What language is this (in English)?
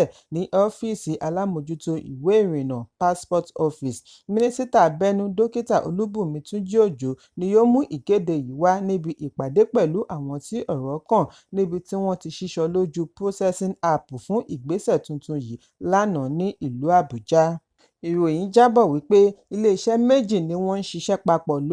Yoruba